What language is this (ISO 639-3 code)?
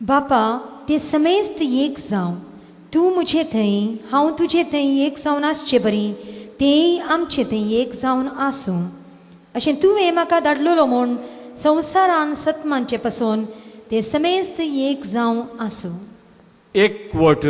kok